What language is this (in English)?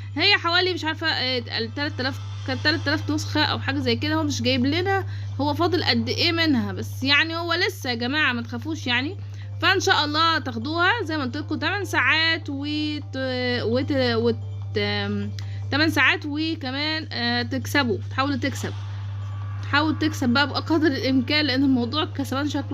Egyptian Arabic